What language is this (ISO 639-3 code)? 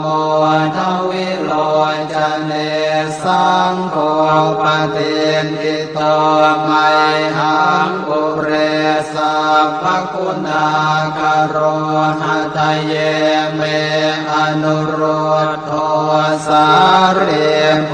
pli